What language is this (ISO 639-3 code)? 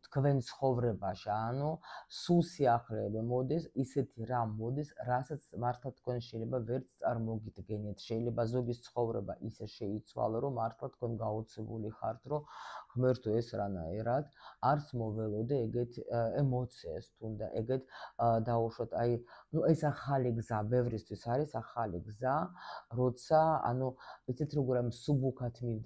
kat